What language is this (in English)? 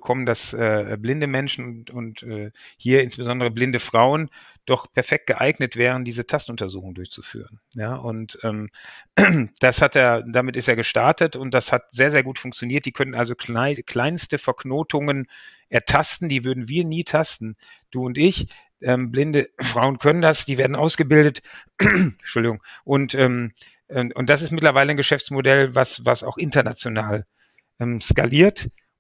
German